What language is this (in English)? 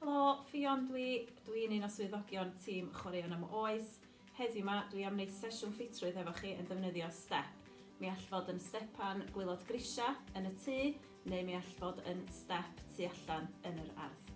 Welsh